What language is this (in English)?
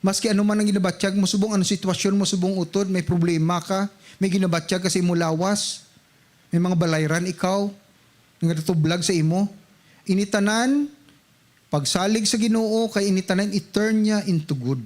Hiligaynon